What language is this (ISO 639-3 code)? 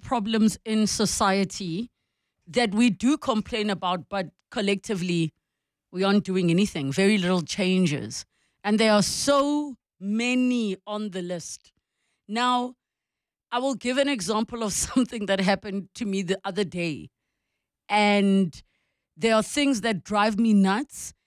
eng